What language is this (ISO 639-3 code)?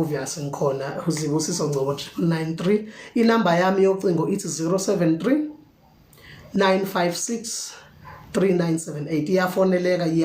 zul